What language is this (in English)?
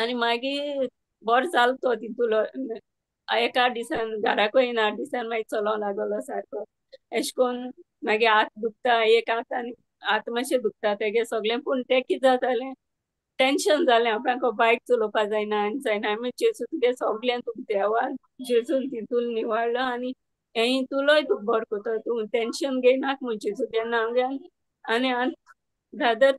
Konkani